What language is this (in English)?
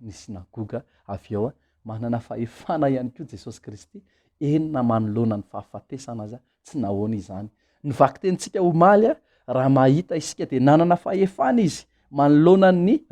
Malagasy